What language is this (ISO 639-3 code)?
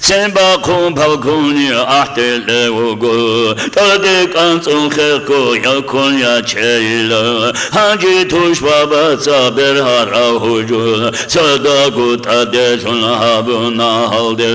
ava